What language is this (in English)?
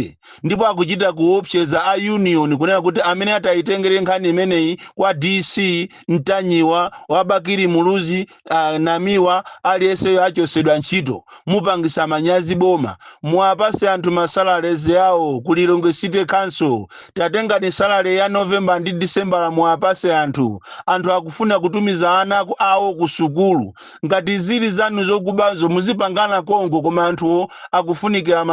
Nyanja